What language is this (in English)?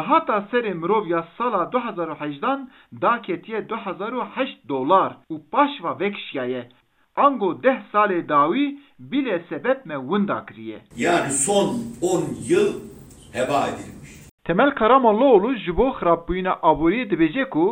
Kurdish